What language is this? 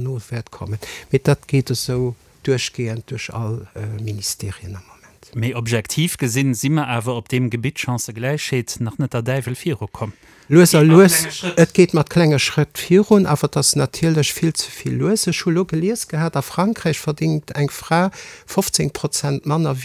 Luxembourgish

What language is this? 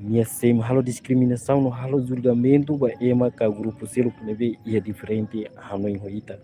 Tetum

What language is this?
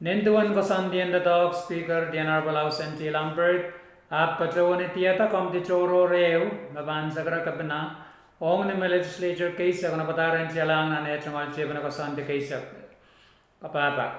Pohnpeian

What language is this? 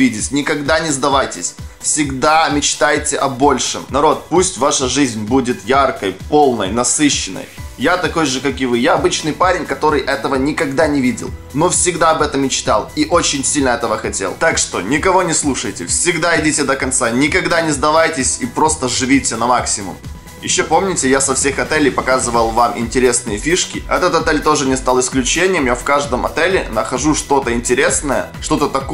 Russian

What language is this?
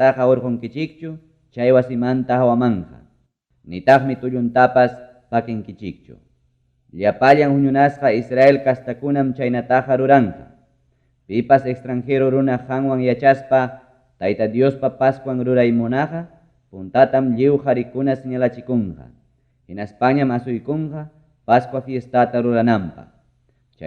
Ayacucho Quechua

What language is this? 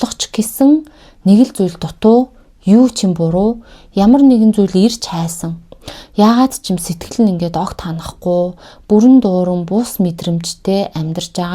Mongolian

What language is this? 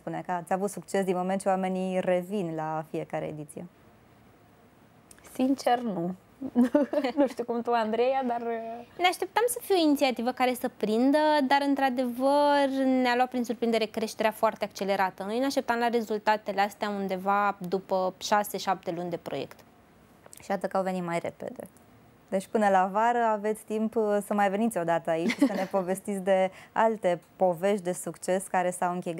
Romanian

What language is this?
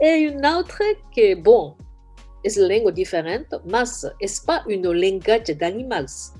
Occitan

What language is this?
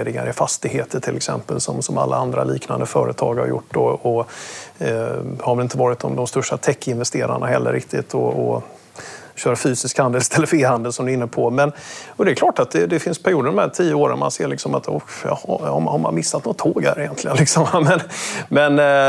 Swedish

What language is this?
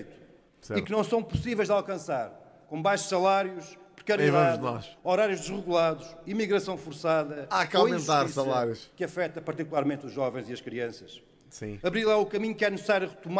Portuguese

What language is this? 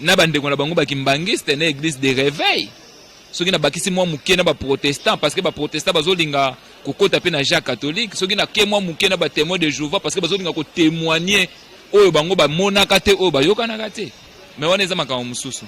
Lingala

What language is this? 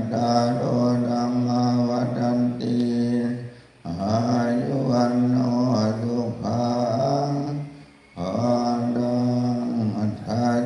Pali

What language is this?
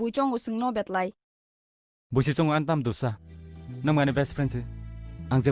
Kok Borok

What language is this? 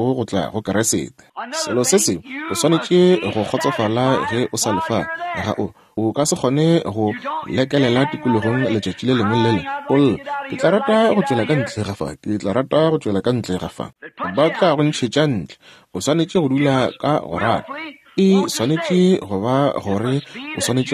Northern Sotho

